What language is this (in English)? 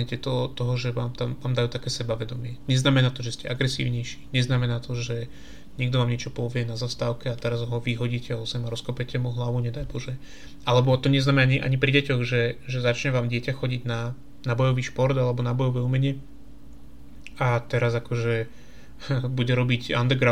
Slovak